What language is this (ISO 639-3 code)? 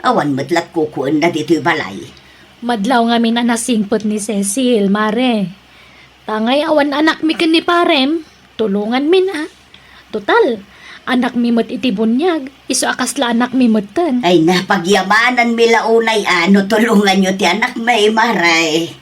ilo